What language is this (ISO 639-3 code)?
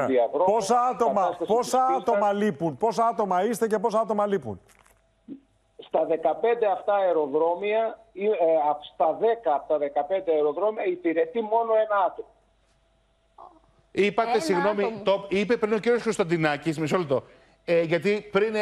ell